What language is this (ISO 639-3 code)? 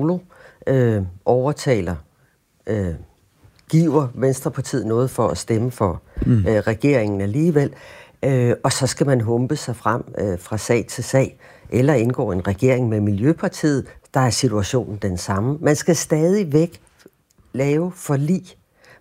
dan